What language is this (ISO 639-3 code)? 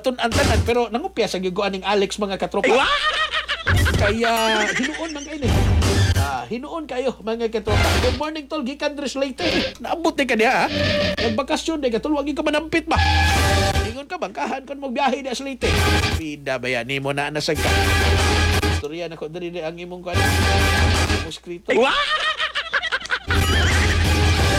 ceb